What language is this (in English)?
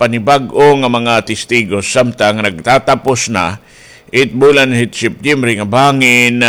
Waray